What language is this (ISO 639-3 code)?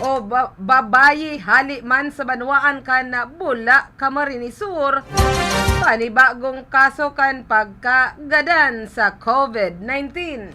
bik